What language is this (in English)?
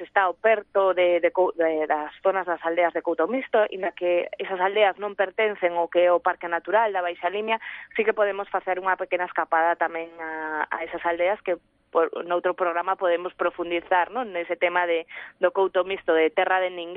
Galician